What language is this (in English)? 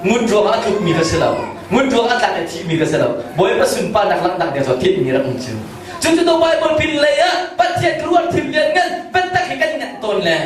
Hakha Chin